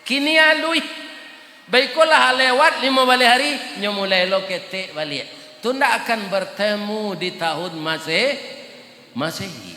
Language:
Minangkabau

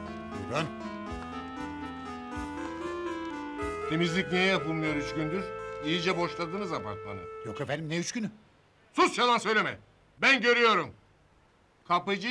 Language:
Turkish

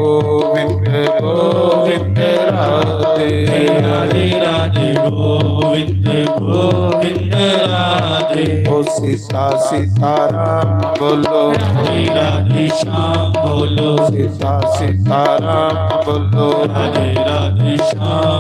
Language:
Dogri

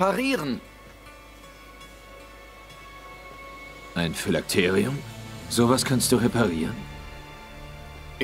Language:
German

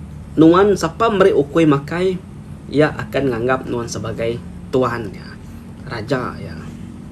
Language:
Iban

